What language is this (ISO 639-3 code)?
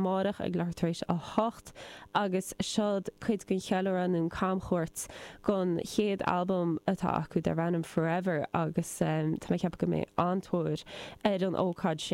gle